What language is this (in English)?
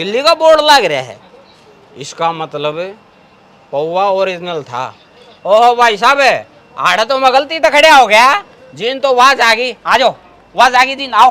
Haryanvi